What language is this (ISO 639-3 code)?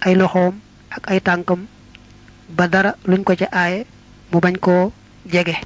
wol